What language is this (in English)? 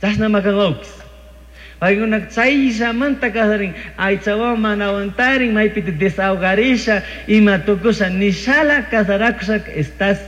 Chimborazo Highland Quichua